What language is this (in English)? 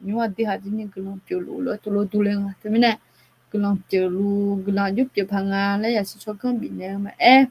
Akha